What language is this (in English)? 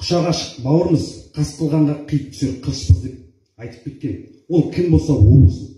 Kazakh